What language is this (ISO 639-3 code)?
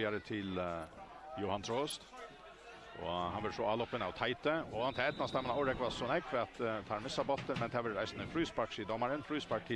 fao